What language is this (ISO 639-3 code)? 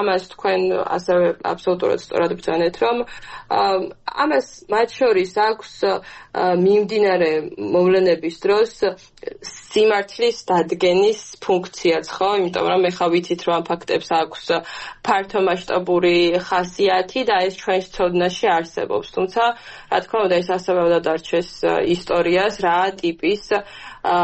kat